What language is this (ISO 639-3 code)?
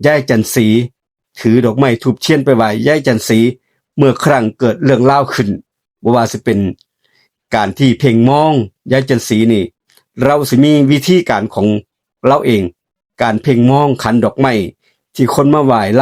lao